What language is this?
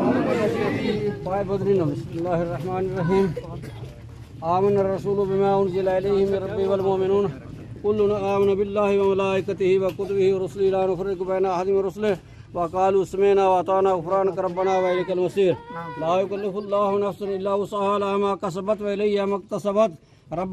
Urdu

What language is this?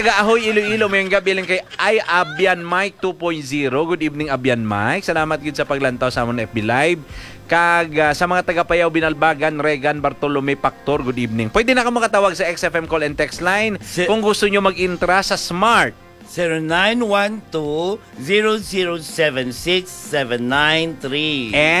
Hiligaynon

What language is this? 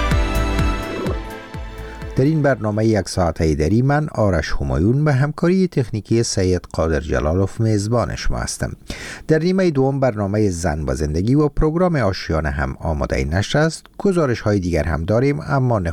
Persian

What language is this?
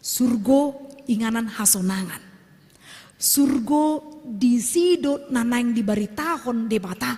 Batak Toba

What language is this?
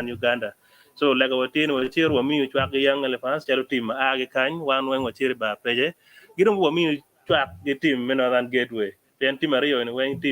Acoli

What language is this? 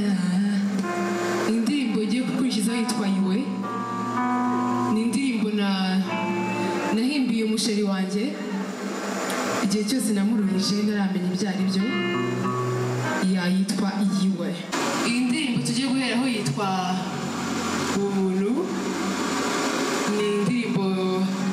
Kinyarwanda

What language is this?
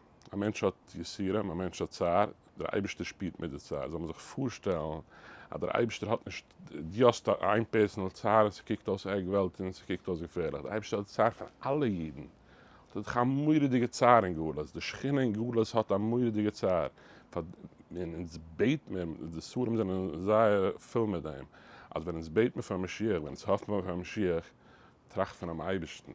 Yiddish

